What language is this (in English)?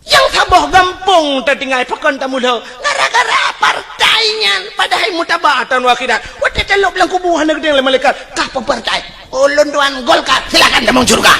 Achinese